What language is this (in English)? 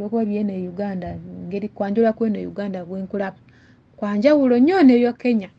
Ganda